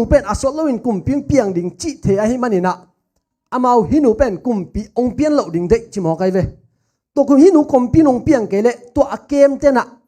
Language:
Tedim Chin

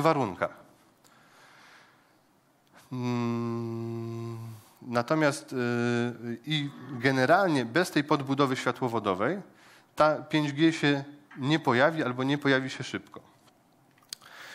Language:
Polish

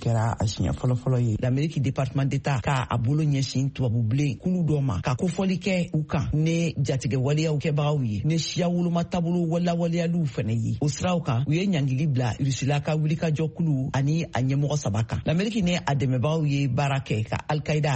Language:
Bambara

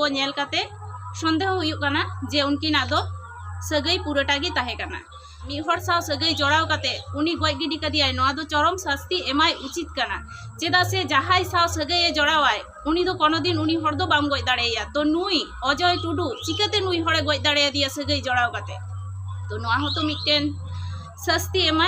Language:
Santali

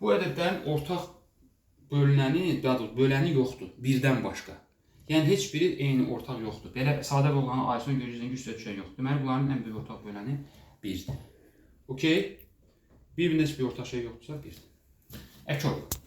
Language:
Azerbaijani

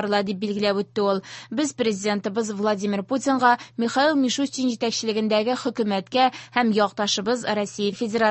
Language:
Tatar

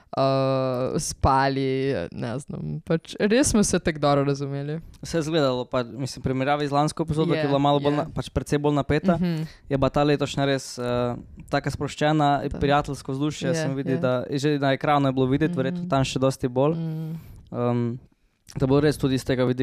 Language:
Slovenian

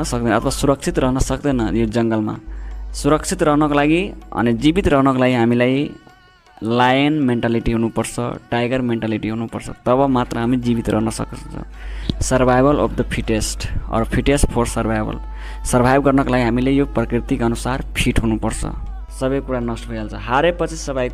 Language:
Nepali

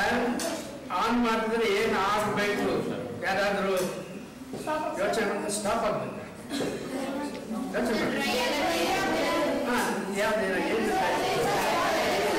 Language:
Kannada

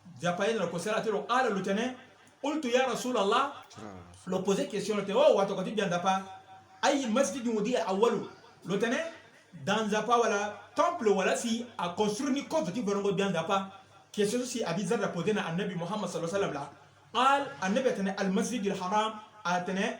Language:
Sango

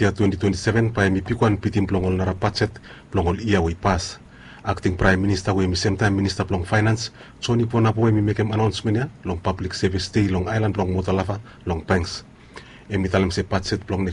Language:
Bislama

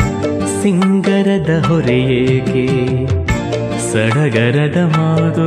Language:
Kannada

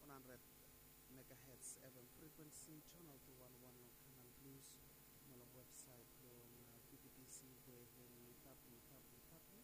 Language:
Bislama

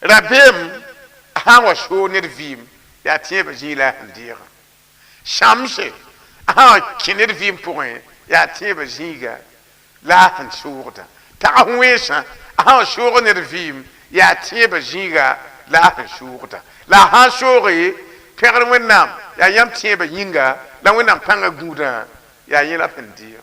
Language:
Mossi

